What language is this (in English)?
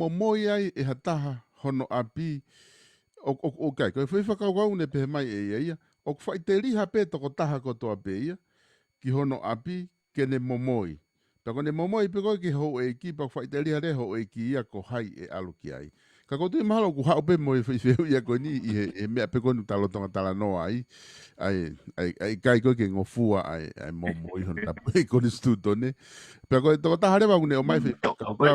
Tongan